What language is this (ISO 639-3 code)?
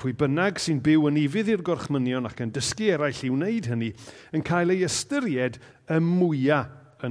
cym